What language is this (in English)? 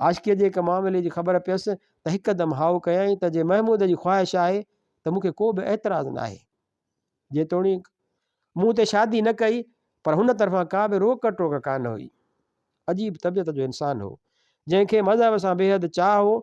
Sindhi